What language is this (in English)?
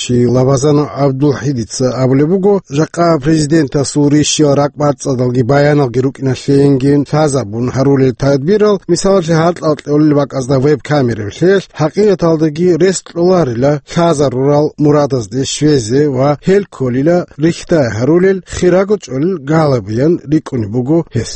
Avaric